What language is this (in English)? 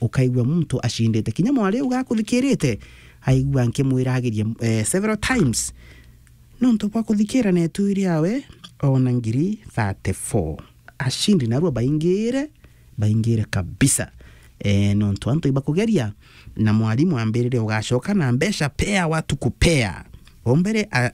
Meru